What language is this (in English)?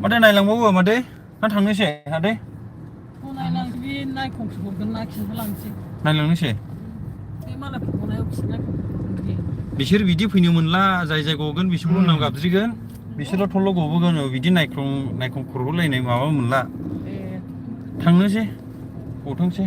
Bodo